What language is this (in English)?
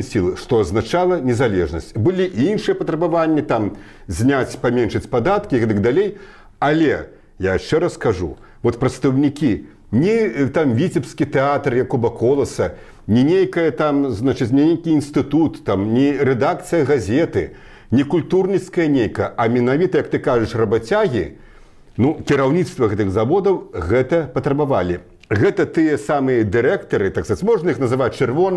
Belarusian